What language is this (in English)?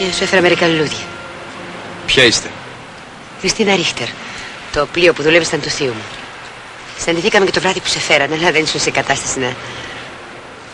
Greek